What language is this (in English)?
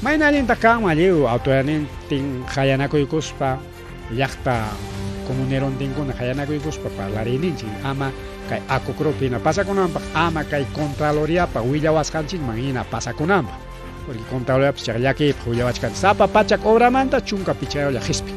Ayacucho Quechua